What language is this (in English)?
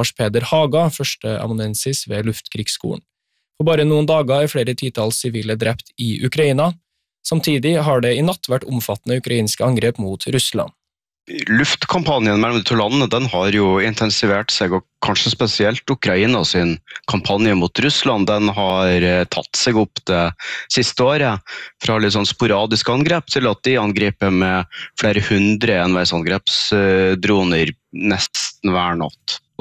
Norwegian